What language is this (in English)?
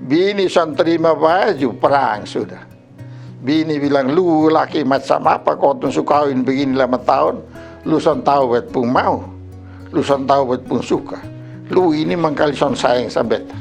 Kupang Malay